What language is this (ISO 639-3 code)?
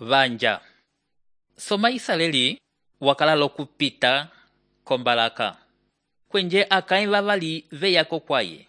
umb